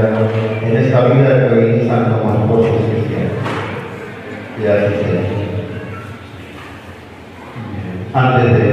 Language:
Spanish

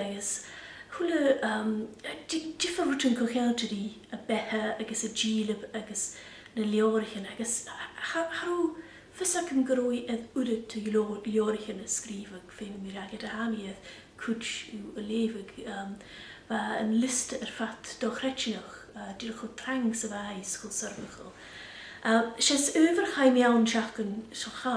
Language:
Scottish Gaelic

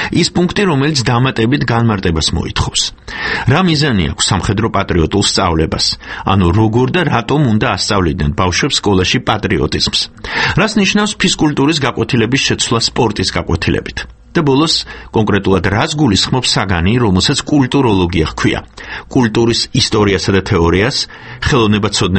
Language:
Georgian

